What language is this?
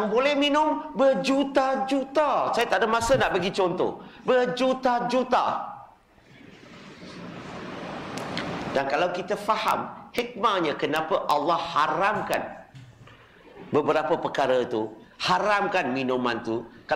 Malay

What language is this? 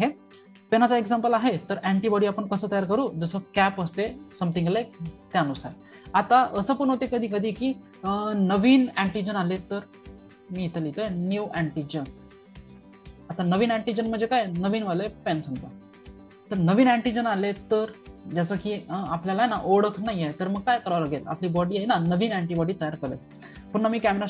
Marathi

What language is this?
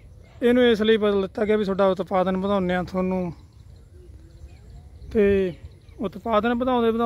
Punjabi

